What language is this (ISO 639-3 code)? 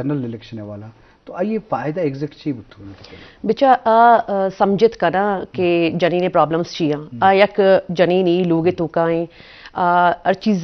bgp